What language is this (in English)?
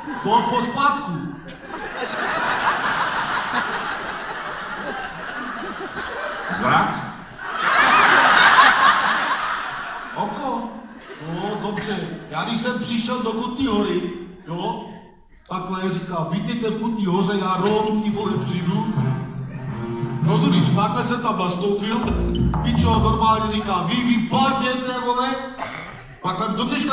Czech